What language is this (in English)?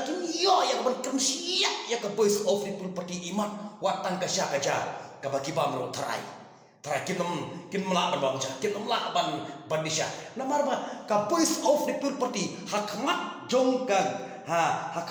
Khasi